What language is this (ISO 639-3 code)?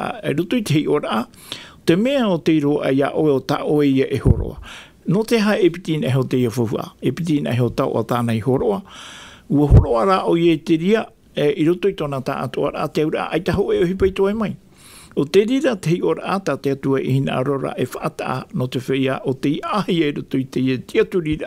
tah